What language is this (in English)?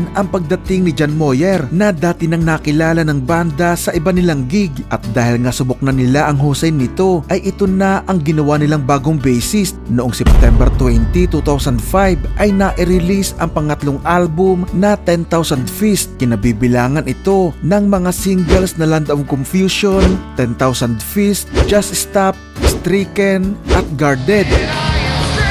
Filipino